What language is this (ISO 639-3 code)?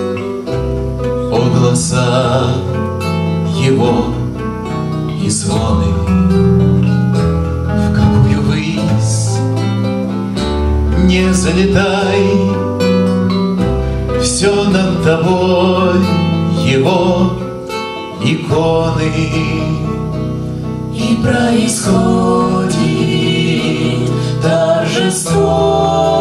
rus